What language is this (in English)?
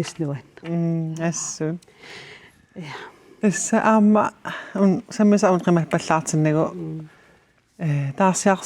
Kalaallisut